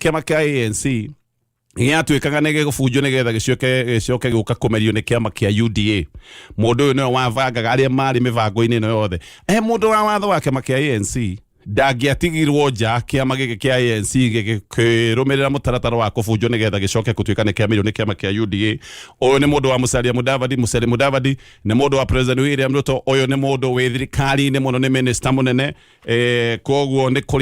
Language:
Kikuyu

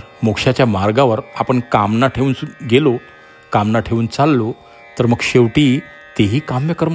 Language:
Marathi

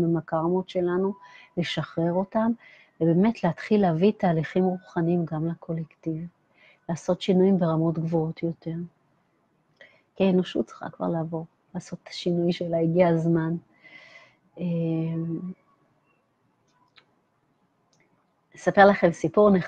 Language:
Hebrew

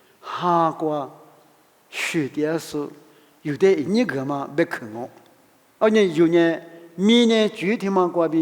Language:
Lisu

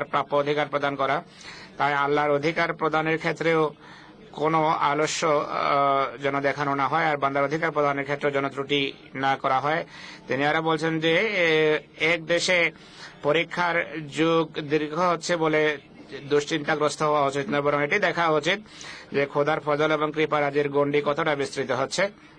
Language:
Bangla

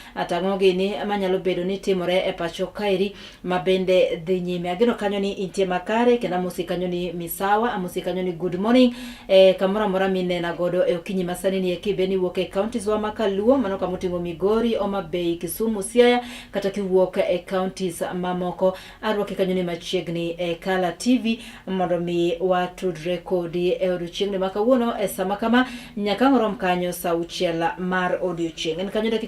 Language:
Luo (Kenya and Tanzania)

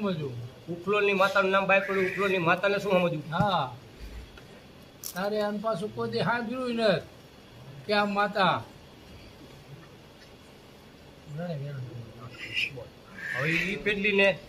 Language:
Gujarati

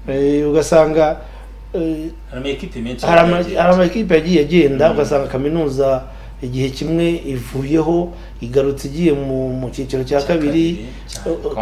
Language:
Kinyarwanda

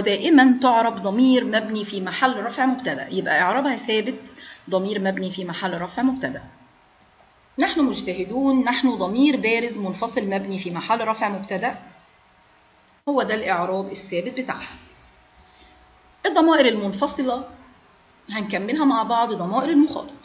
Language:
Egyptian Arabic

